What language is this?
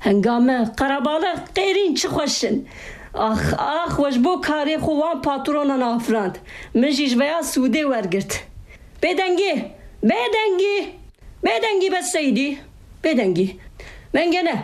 Kurdish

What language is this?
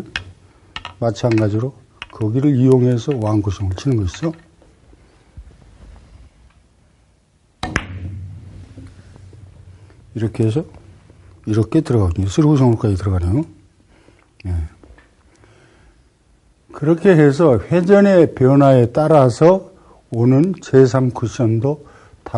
Korean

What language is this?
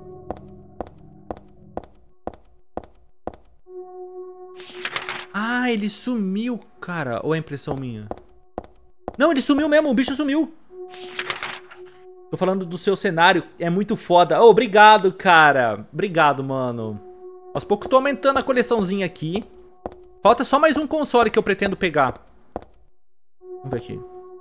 Portuguese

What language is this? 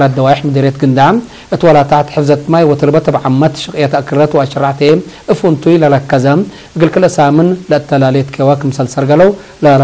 Tigre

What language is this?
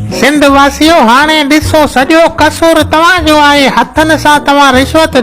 Sindhi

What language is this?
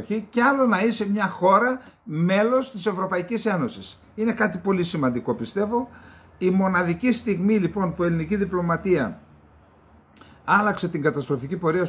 Greek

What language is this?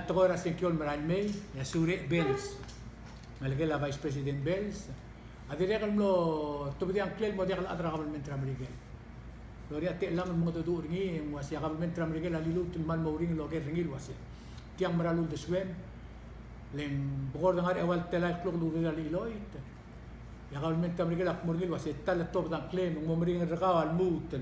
Palauan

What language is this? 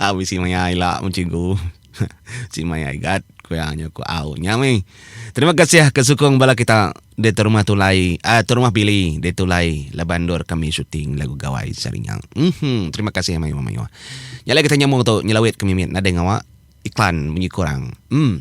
Iban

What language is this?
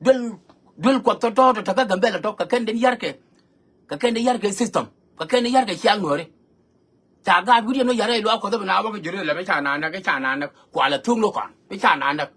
Nuer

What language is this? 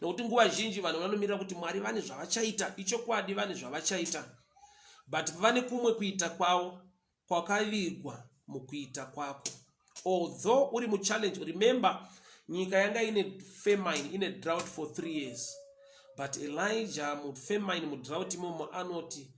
Shona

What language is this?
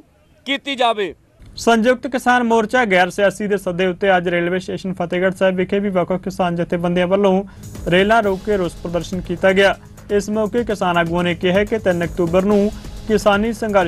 Punjabi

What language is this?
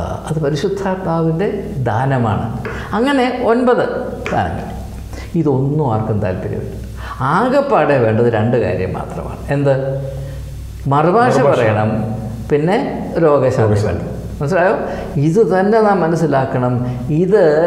Malayalam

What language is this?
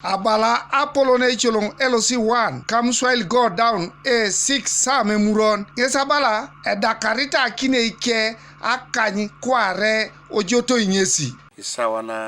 Teso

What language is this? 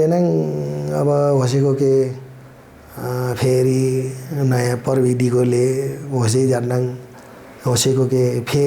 Nepali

